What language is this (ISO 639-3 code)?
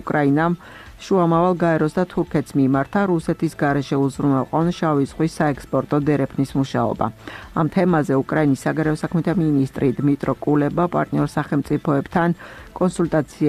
kat